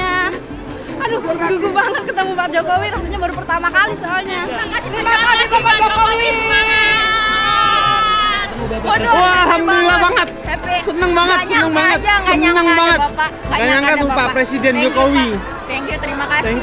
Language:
Indonesian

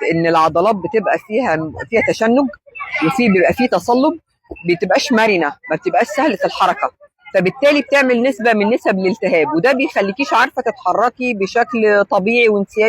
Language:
Egyptian Arabic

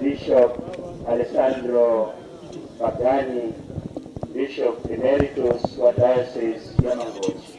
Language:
Nyanja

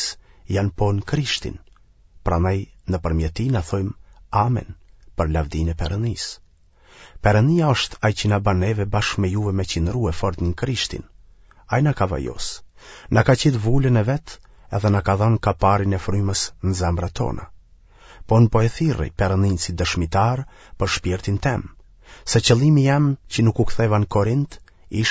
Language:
Albanian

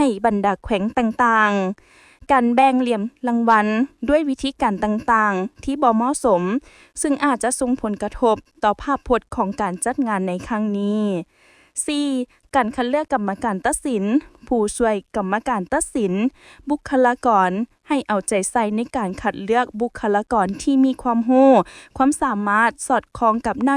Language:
Lao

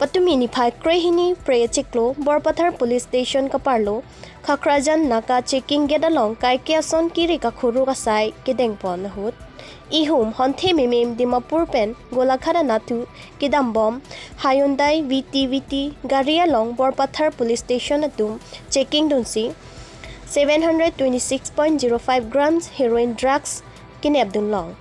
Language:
Karbi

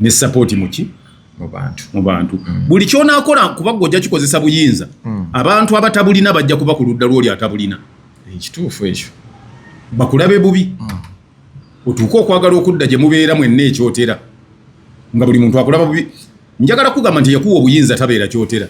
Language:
Ganda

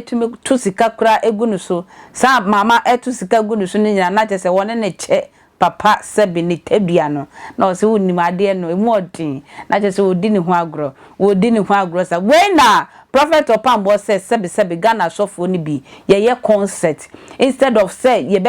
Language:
Akan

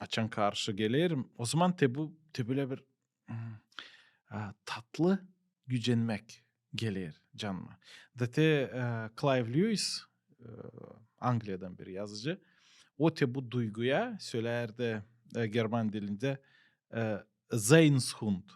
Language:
Gagauz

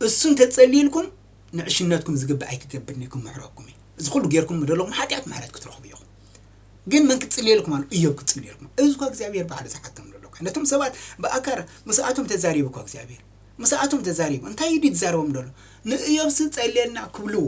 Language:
Tigrinya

